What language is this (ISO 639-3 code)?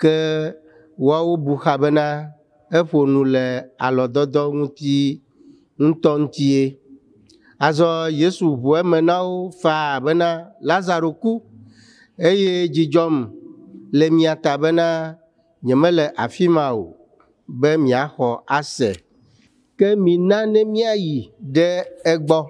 ewe